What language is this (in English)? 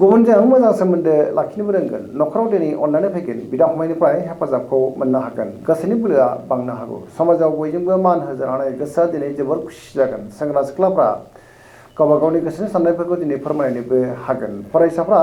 Bodo